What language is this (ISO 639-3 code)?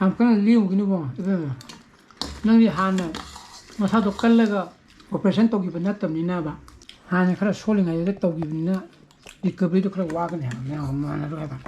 mni